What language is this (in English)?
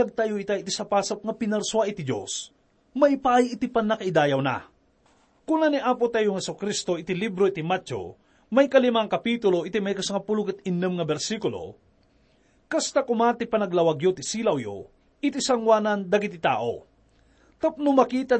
Iloko